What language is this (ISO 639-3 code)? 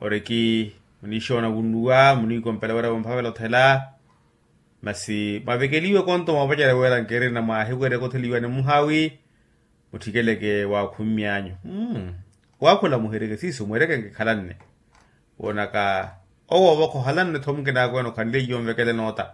vmw